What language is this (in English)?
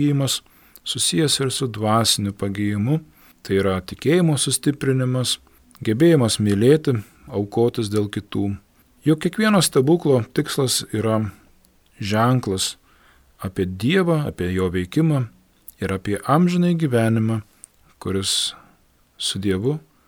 Lithuanian